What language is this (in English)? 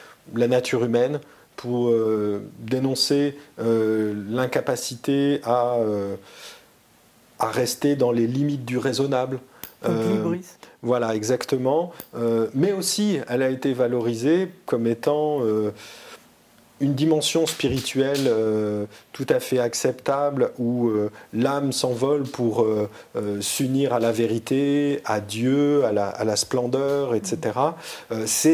French